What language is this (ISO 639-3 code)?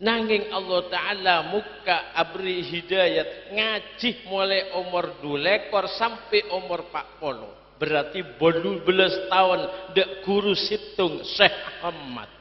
mad